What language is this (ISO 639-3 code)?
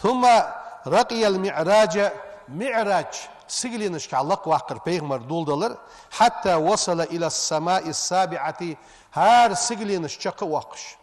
inh